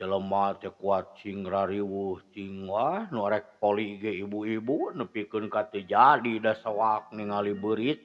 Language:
Sundanese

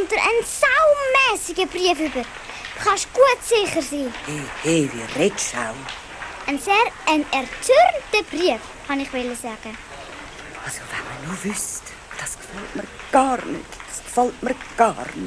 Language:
Swiss German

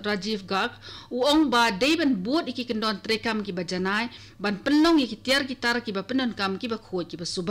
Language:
Khasi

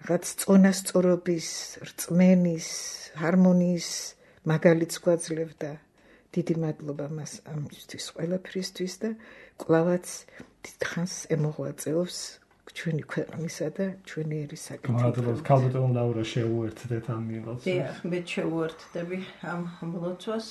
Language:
Georgian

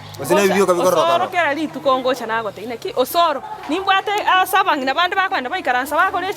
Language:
Gusii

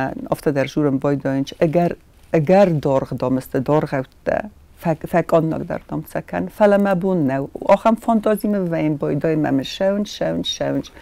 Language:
Ossetic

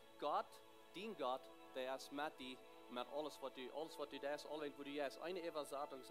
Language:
Plautdietsch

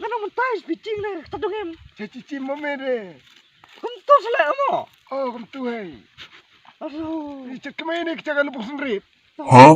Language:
Khasi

